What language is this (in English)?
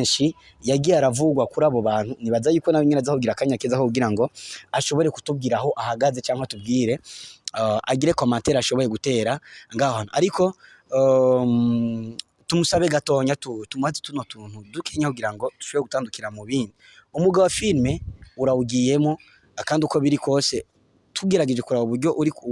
Rundi